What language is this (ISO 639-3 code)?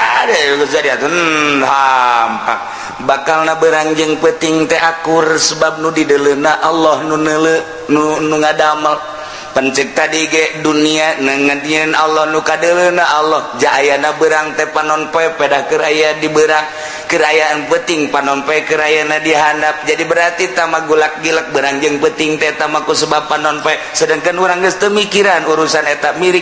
sun